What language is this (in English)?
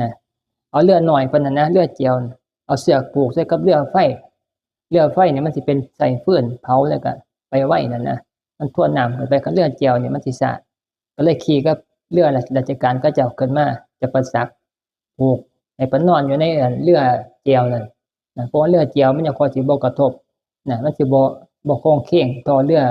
Northeastern Thai